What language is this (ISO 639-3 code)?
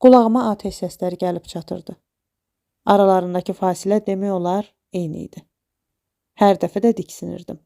aze